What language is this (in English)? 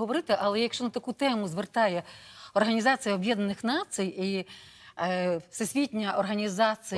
Ukrainian